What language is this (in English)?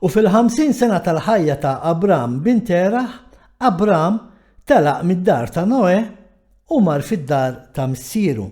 Maltese